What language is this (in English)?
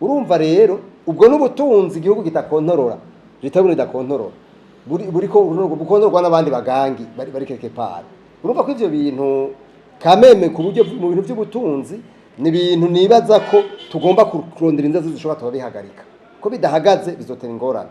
Rundi